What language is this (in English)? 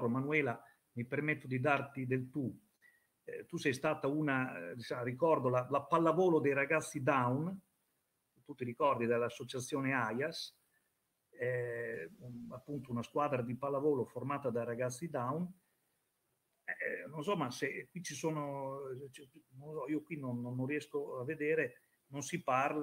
Italian